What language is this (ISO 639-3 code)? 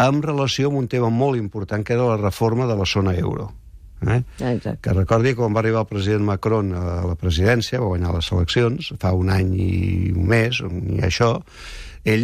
cat